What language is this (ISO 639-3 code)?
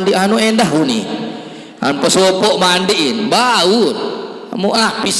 sas